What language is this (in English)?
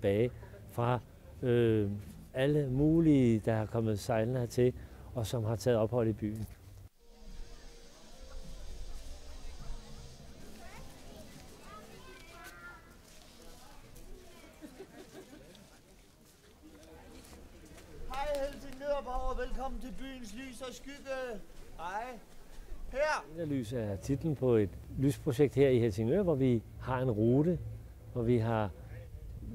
Danish